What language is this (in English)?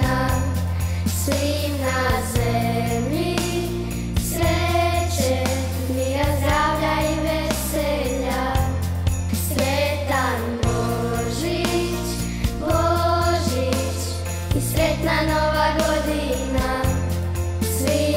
Croatian